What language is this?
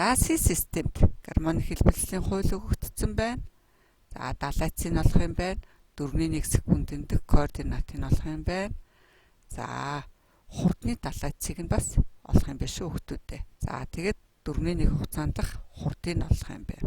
Mongolian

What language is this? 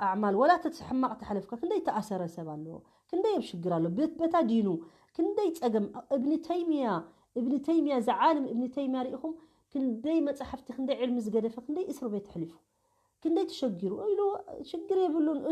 Tigrinya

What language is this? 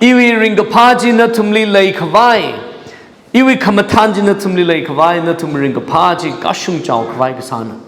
Tangkhul Naga (India)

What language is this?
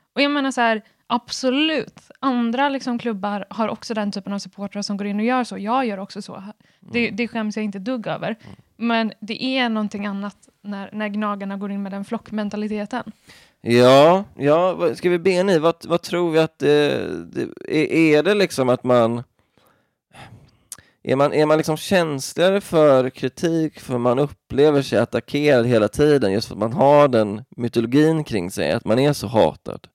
Swedish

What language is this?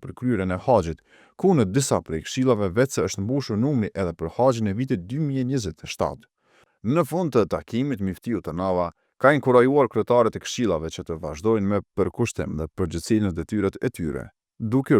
Albanian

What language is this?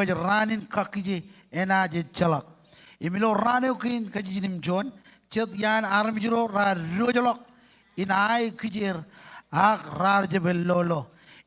Marshallese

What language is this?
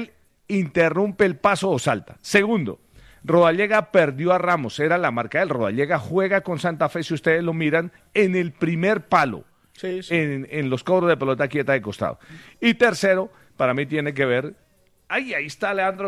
Spanish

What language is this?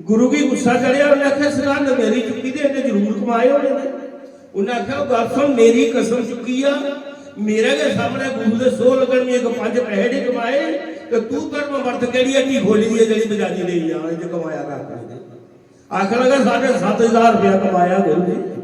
Dogri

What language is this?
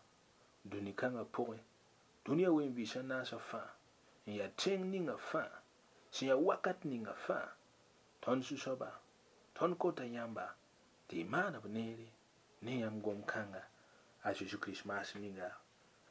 Mossi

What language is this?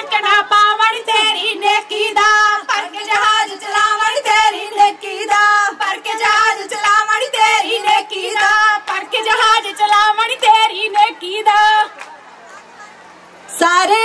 Punjabi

